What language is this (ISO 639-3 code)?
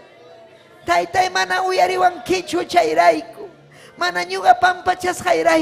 quy